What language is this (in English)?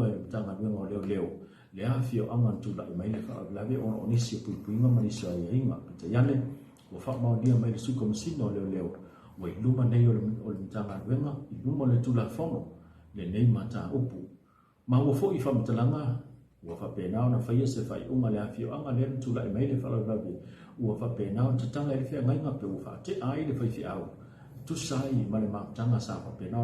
Samoan